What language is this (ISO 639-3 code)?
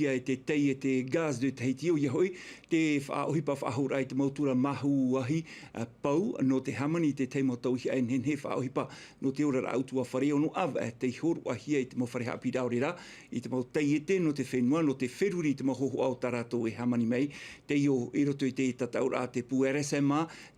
tah